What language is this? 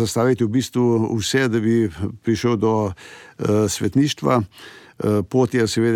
Slovenian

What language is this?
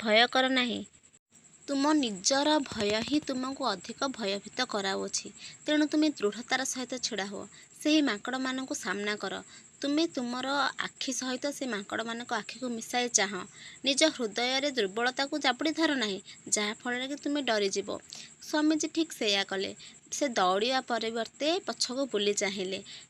Odia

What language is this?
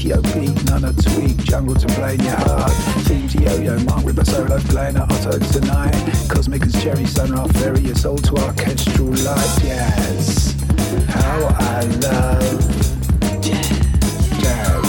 English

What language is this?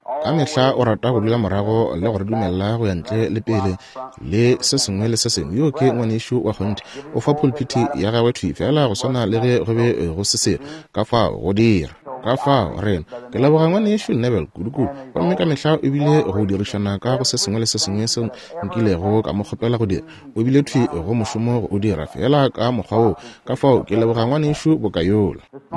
Northern Sotho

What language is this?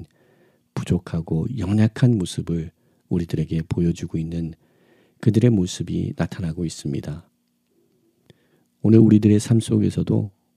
Korean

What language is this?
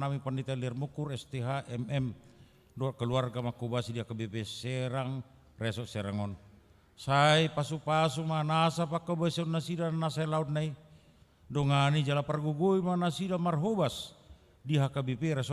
Batak Toba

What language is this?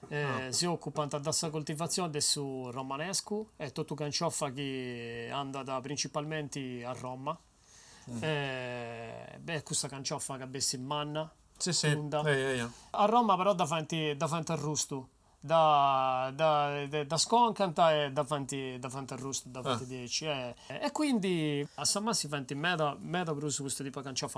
Sardinian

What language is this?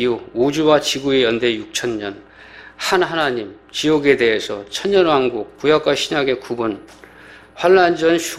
Korean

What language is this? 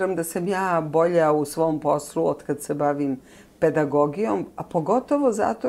Serbian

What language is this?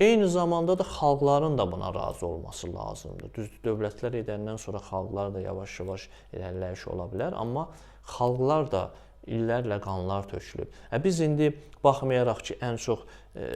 Azerbaijani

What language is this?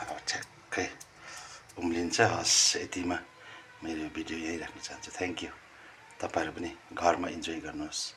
Nepali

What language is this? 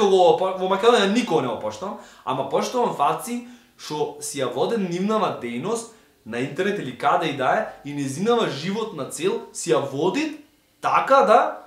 Macedonian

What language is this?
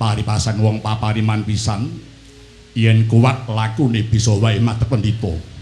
Javanese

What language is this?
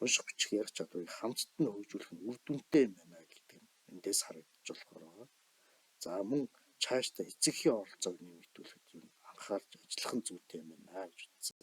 Mongolian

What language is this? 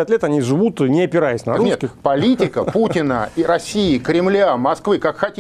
Russian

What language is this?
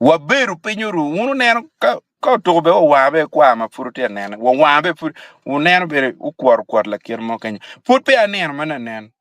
Acoli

